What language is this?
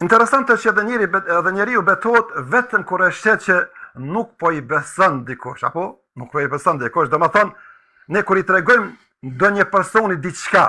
Albanian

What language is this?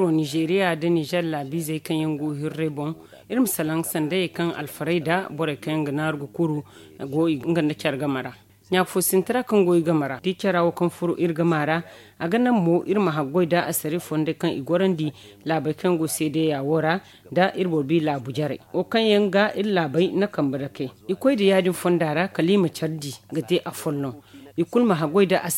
Zarma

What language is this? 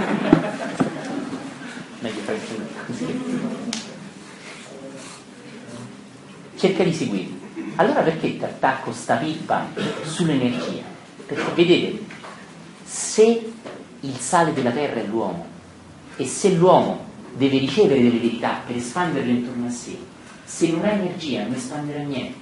Italian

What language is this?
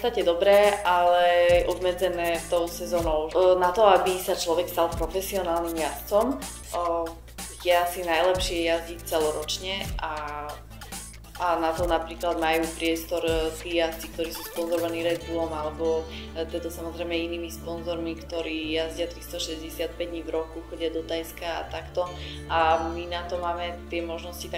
Slovak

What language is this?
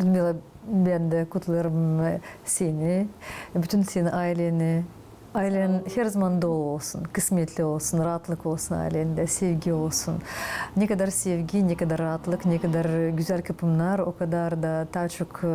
Gagauz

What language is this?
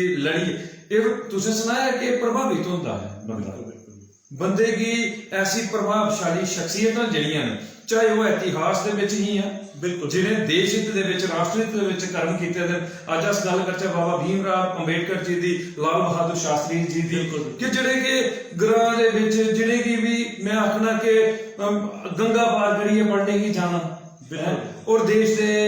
Dogri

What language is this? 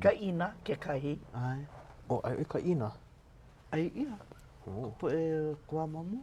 Hawaiian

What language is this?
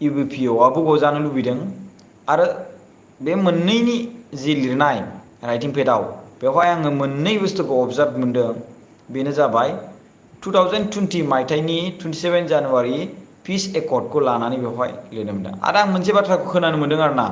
Bodo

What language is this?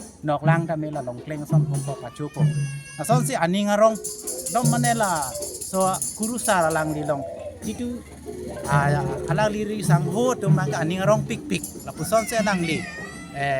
Karbi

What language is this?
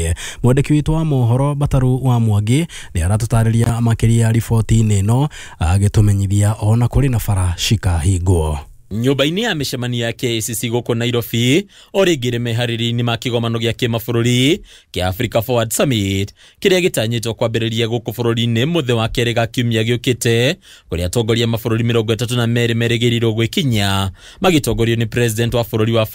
Kikuyu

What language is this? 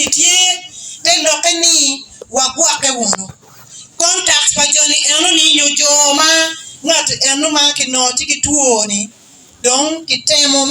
Acoli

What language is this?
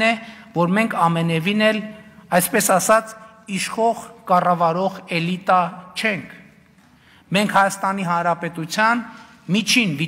Armenian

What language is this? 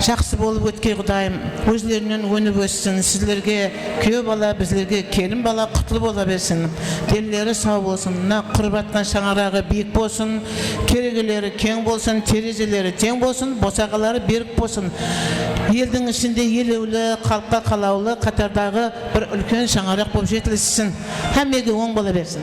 Kara-Kalpak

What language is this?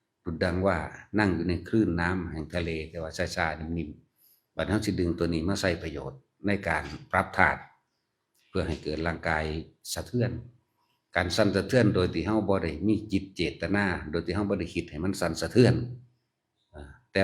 Northeastern Thai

